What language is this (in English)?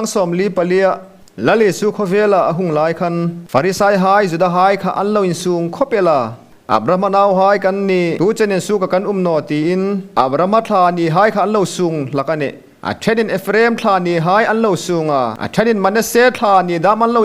Hmar